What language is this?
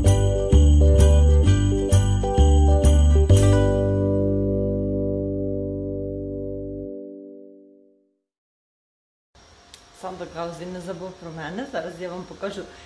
Ukrainian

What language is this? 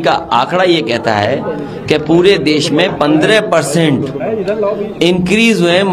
Hindi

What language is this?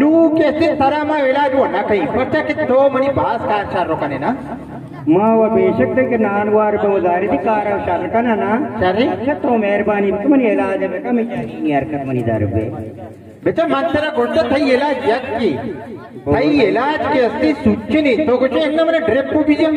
Baluchi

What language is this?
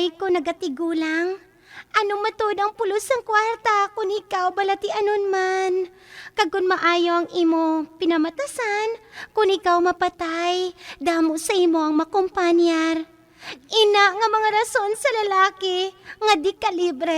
Hiligaynon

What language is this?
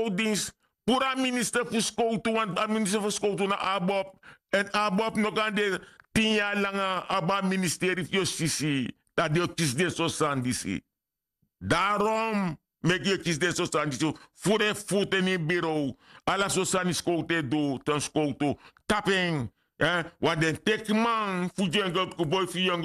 Sranan Tongo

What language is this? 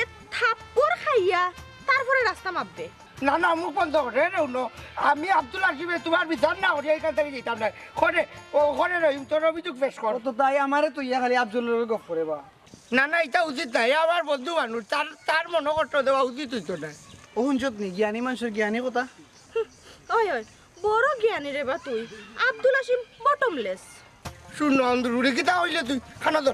Sylheti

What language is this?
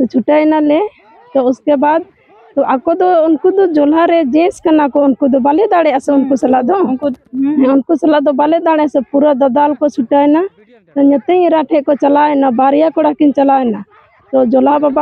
Santali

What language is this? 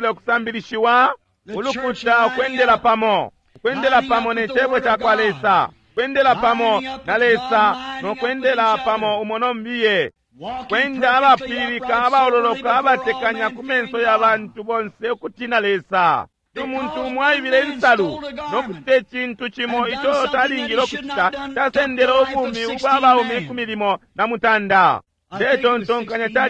Bemba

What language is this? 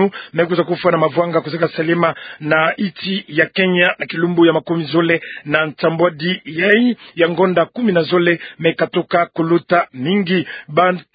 Kituba (Democratic Republic of Congo)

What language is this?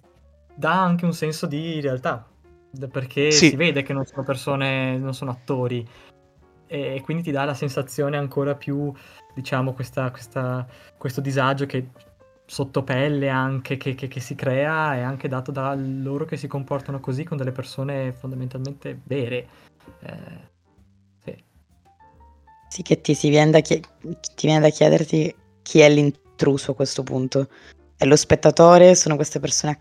Italian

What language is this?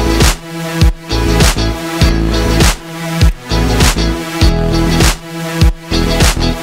Dutch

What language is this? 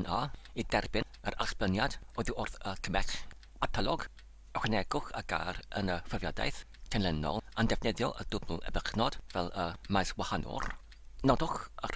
Welsh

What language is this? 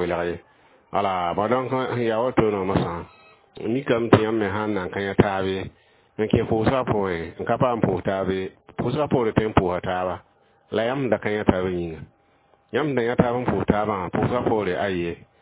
Mossi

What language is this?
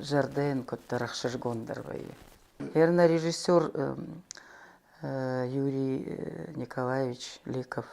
Ossetic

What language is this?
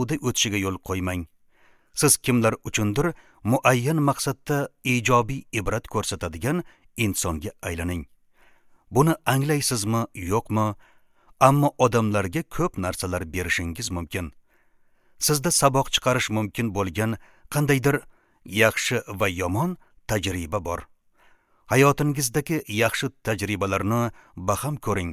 Uzbek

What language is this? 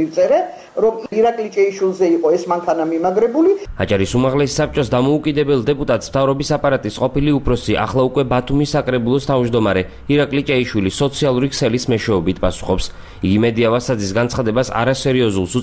Georgian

